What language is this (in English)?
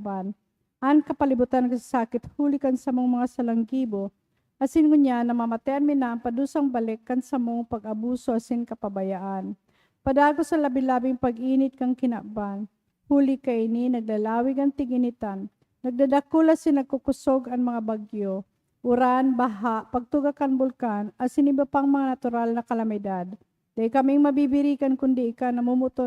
Bikol